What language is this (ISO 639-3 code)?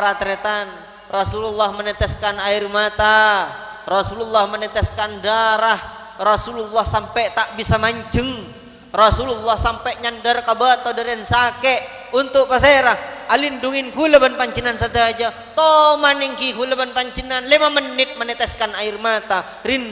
mad